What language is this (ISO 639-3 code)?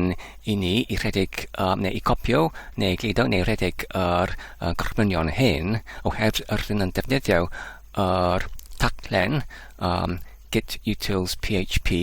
cym